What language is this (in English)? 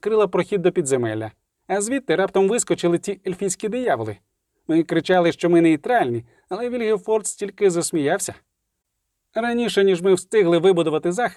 Ukrainian